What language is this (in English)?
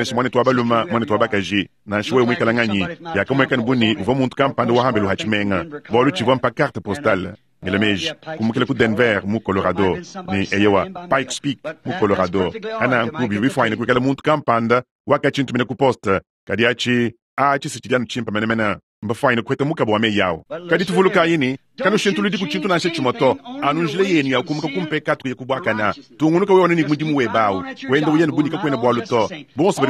Luba-Lulua